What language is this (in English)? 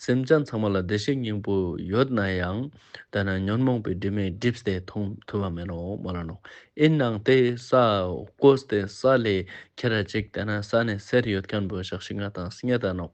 Ladakhi